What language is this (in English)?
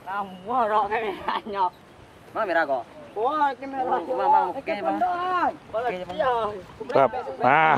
Minangkabau